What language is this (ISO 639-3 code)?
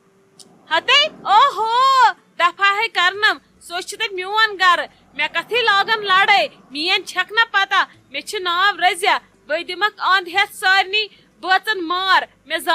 kas